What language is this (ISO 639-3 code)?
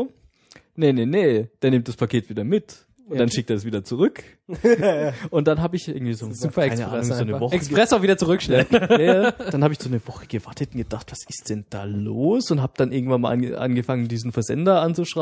deu